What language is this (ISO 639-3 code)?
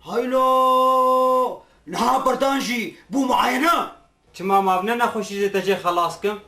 kur